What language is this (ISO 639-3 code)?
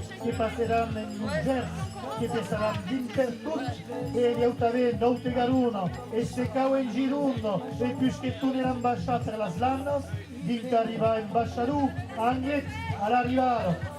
oci